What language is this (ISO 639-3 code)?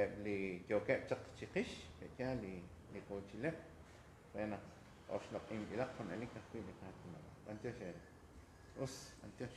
kek